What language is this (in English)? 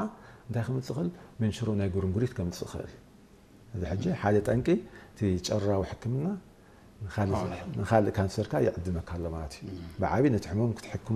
Tigrinya